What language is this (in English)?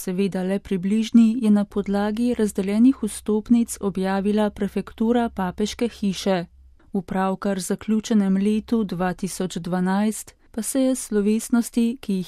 Slovenian